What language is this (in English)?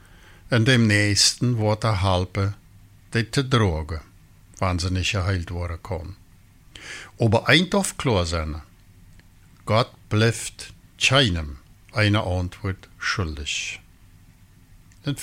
German